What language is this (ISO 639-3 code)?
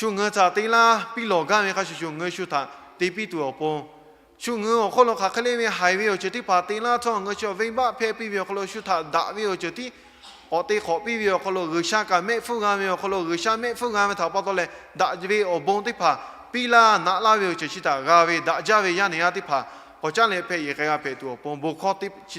lhu